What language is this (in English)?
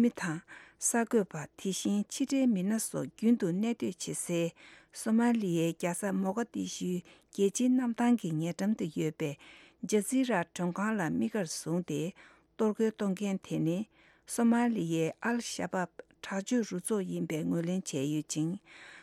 Tibetan